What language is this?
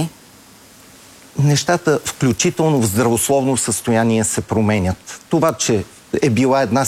Bulgarian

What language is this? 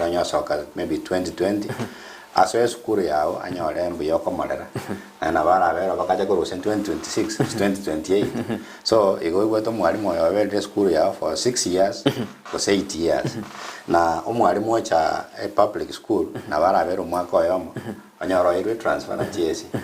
Gusii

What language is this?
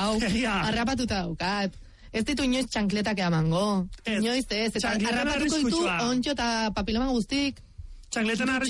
Basque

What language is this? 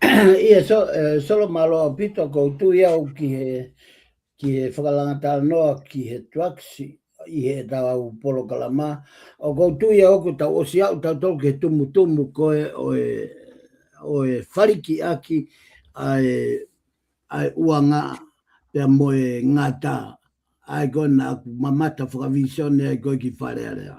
Tongan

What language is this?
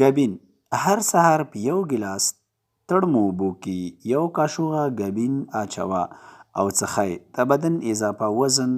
Pashto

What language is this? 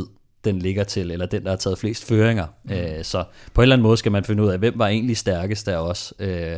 Danish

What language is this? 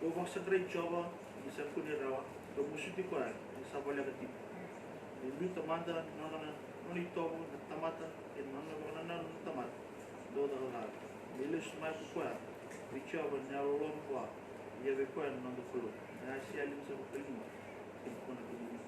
Fijian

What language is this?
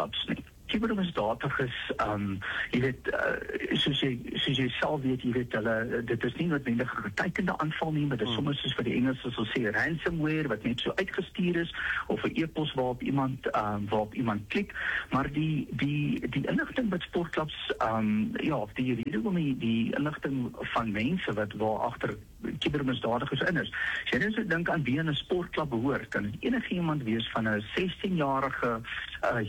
Afrikaans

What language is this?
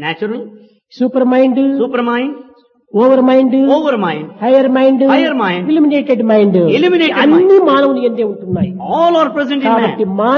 Telugu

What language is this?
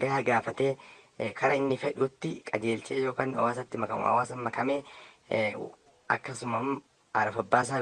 Oromo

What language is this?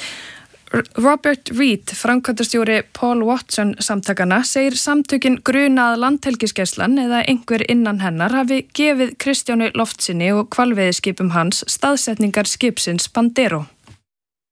Icelandic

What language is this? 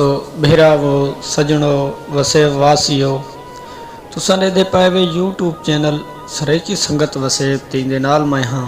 Saraiki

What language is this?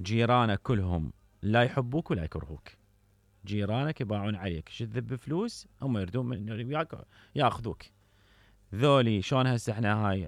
Mesopotamian Arabic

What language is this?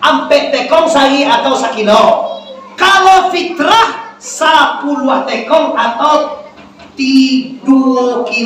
Minangkabau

